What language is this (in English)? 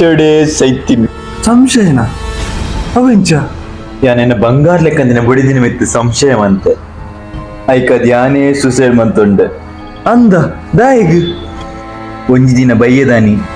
Tulu